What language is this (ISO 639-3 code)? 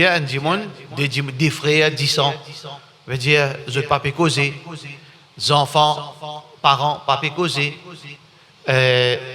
mfe